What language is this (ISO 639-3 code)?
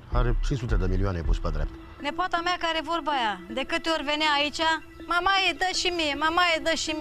ron